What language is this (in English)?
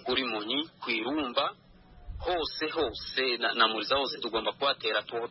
Kinyarwanda